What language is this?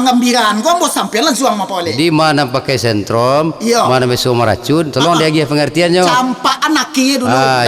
Minangkabau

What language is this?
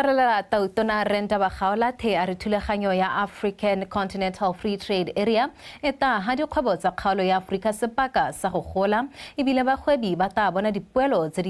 Tswana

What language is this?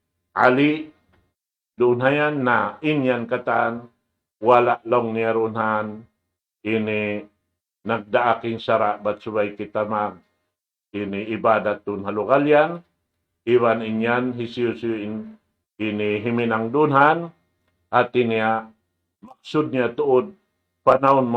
Tausug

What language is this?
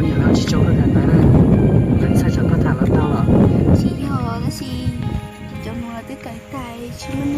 Hmong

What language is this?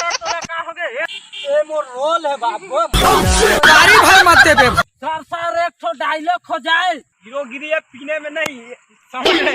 Chhattisgarhi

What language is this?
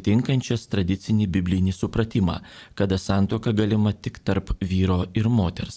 Lithuanian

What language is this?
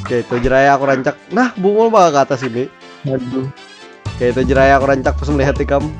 Banjar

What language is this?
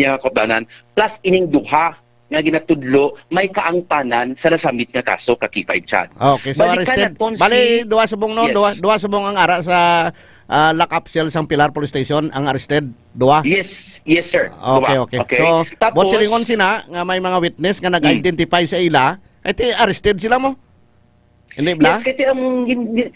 Hiligaynon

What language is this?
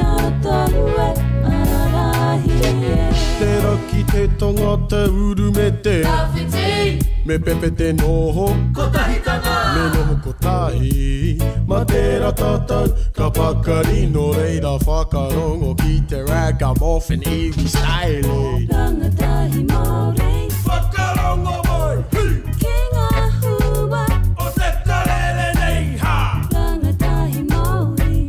Māori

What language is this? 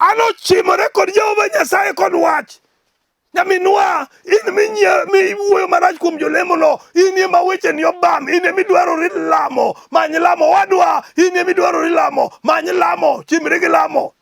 Luo (Kenya and Tanzania)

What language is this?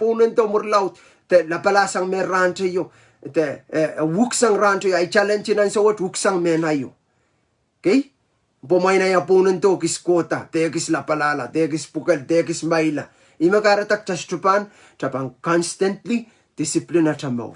Pohnpeian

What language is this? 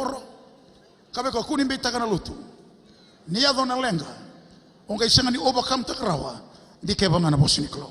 Fijian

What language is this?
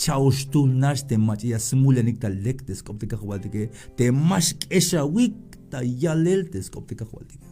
Tzeltal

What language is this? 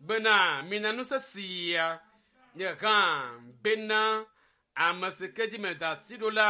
Ewe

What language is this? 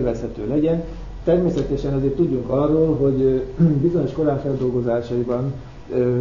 Hungarian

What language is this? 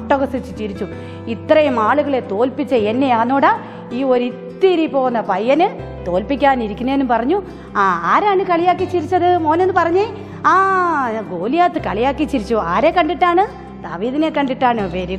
Malayalam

